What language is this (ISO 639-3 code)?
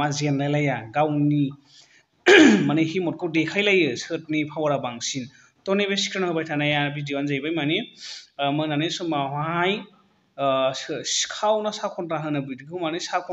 brx